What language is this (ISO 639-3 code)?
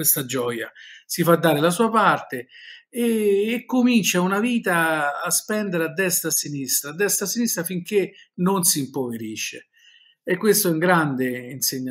ita